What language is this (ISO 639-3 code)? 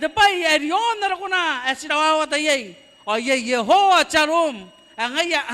gil